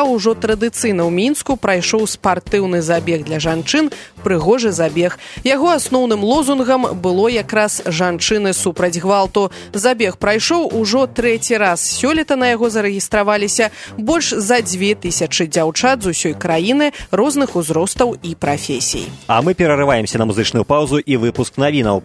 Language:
Belarusian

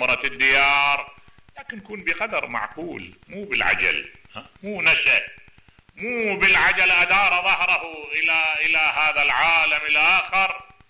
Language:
Mesopotamian Arabic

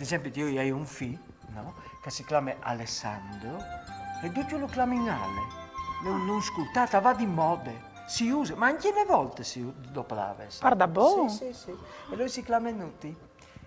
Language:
Friulian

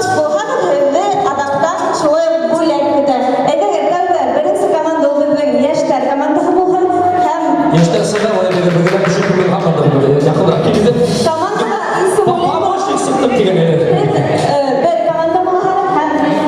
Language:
Bashkir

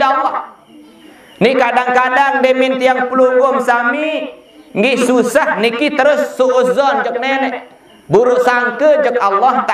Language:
Sasak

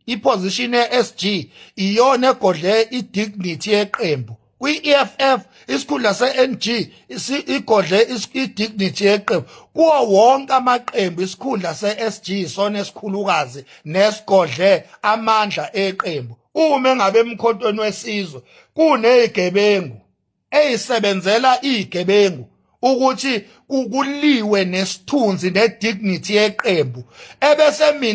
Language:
Zulu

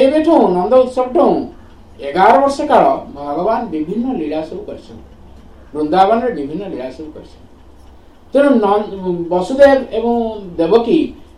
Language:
Odia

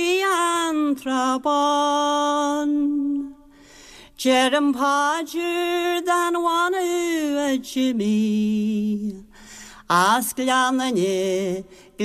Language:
Irish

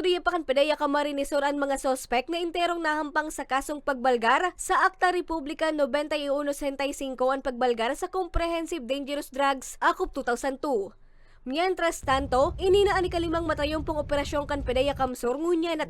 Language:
Bikol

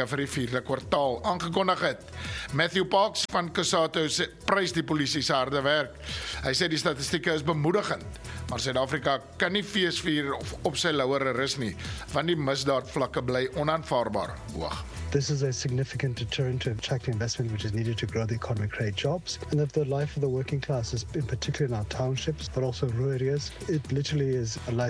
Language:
Afrikaans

